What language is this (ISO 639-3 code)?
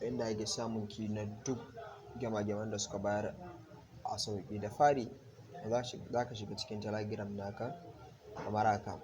hau